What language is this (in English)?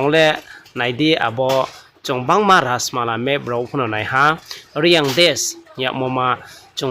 Riang (India)